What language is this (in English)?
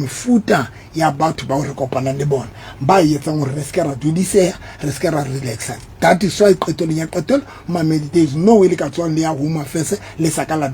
Southern Sotho